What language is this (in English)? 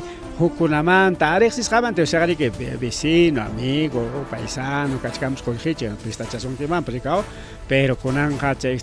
Ayacucho Quechua